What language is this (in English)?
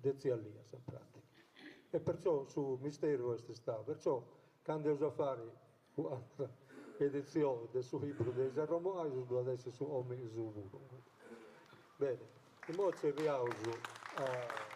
Sardinian